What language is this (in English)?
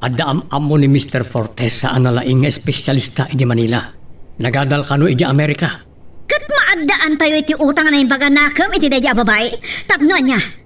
Iloko